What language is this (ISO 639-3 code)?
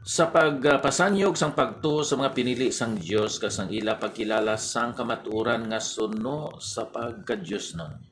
hil